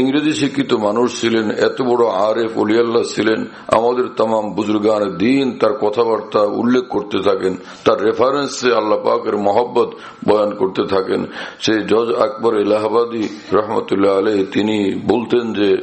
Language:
Bangla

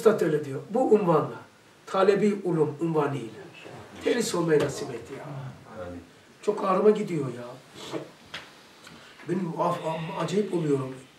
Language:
Turkish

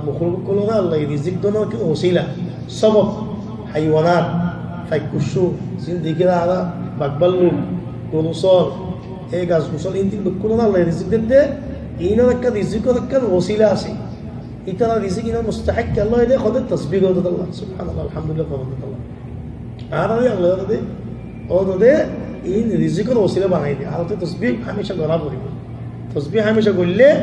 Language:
Rohingya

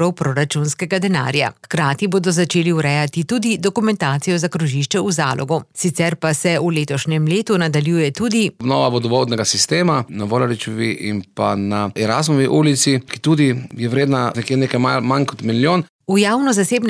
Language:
Slovenian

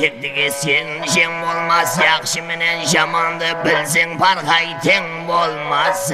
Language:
Kara-Kalpak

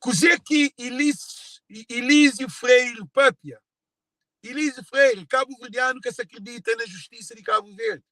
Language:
Kabuverdianu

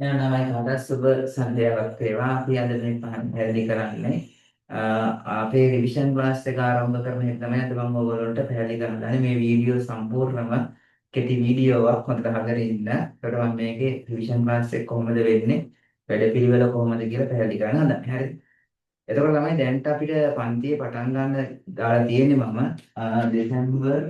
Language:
Sinhala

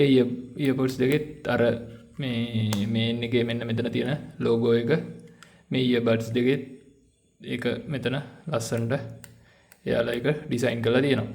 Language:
Sinhala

